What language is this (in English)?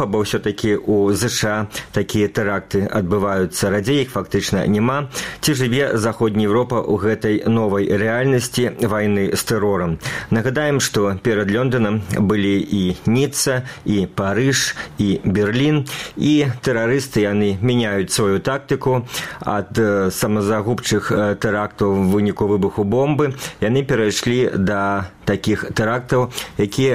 Belarusian